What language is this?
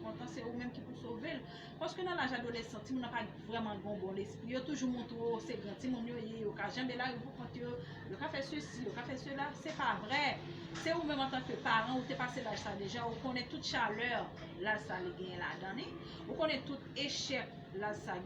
Haitian Creole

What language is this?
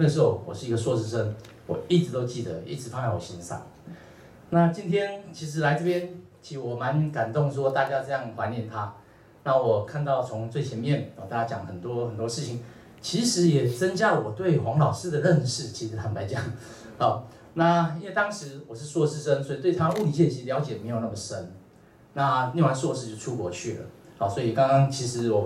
Chinese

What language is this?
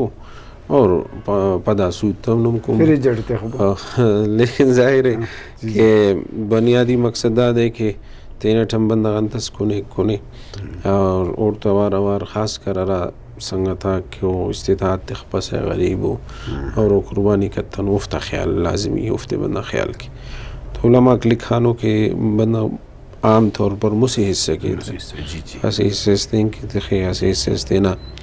Brahui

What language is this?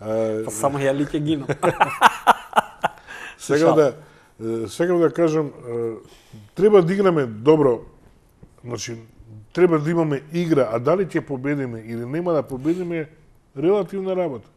Macedonian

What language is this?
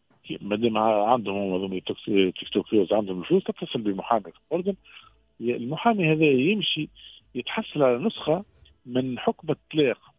Tunisian Arabic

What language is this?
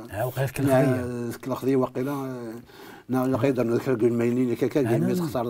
Kabyle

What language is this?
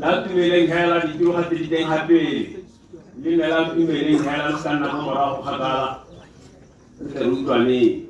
Tswana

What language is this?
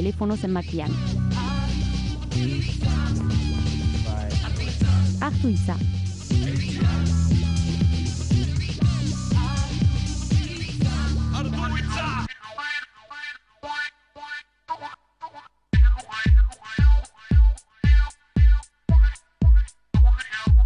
Basque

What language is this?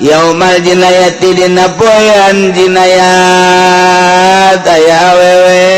Sundanese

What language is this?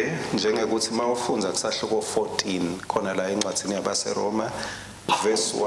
Swati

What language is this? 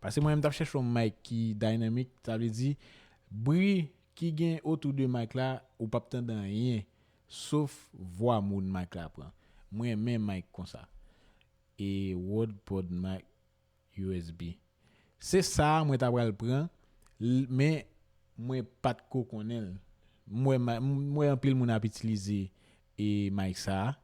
Haitian Creole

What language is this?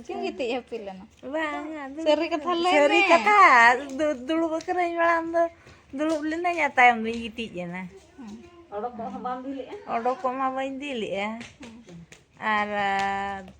Santali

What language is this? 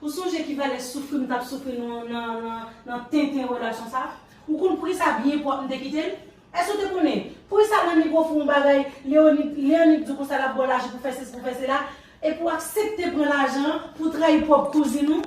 Haitian Creole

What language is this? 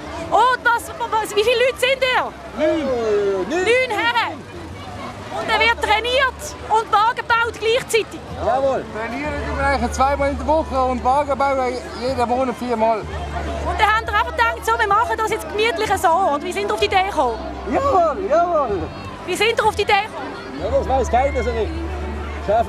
Swiss German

